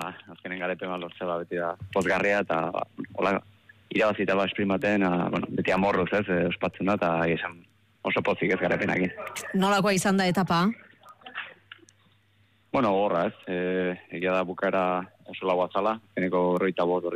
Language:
Basque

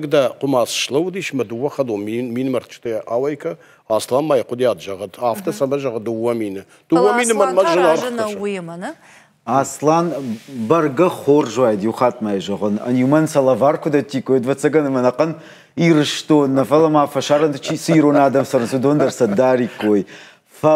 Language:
Ossetic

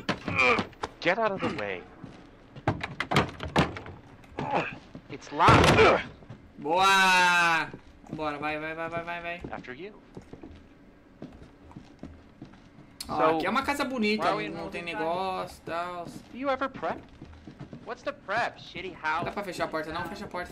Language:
Portuguese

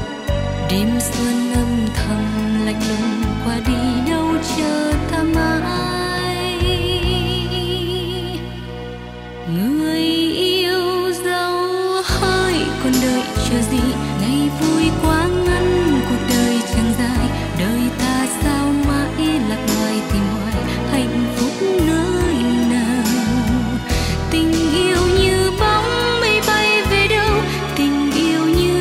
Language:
Vietnamese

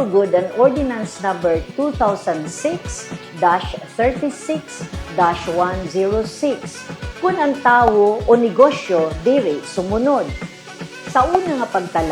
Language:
Waray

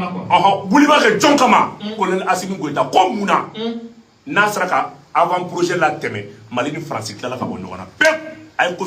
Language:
Bambara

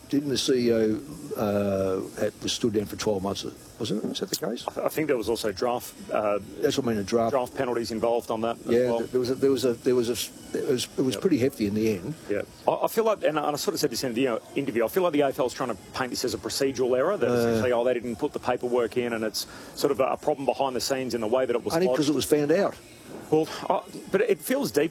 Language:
English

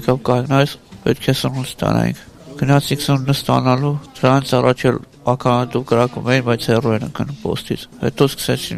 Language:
Armenian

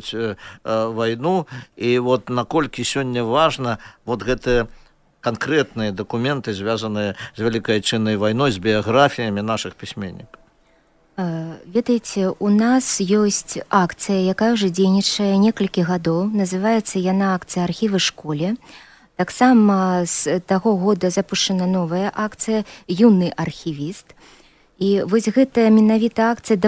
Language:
Belarusian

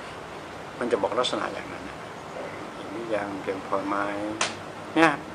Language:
Thai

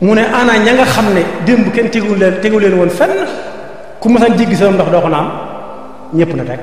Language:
Wolof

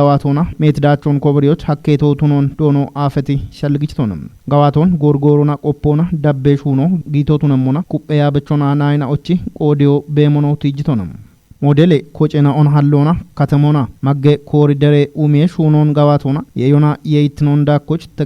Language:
Kafa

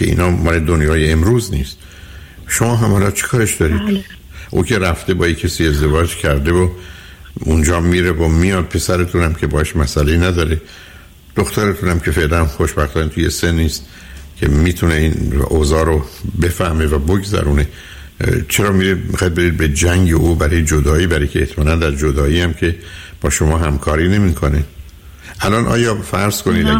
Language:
Persian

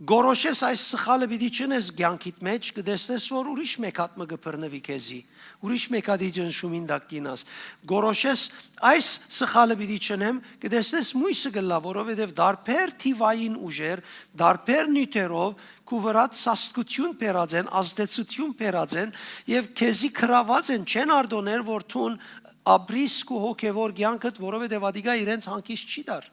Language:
Western Armenian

